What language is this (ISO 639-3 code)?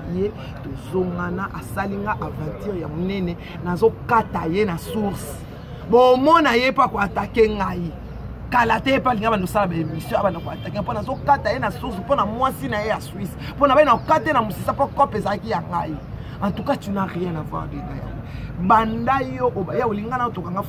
lin